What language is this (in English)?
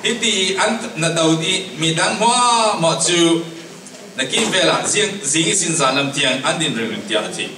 Falam Chin